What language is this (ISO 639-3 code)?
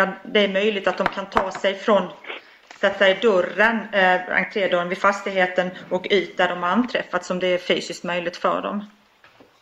swe